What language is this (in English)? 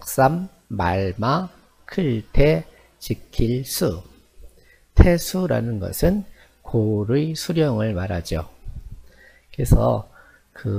Korean